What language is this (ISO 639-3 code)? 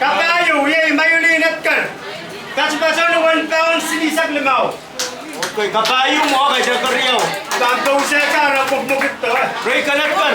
pon